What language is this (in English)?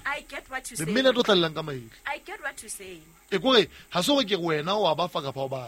Southern Sotho